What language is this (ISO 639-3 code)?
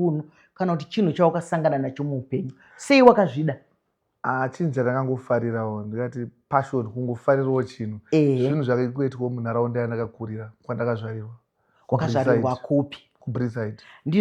sna